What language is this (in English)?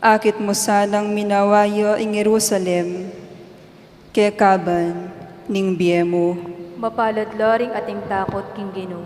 Pampanga